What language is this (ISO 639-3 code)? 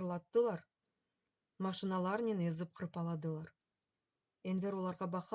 crh